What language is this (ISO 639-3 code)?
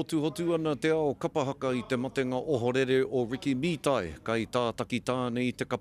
mri